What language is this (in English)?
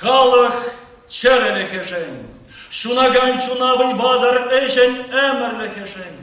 Chuvash